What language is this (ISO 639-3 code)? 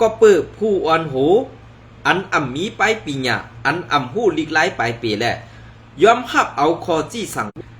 shn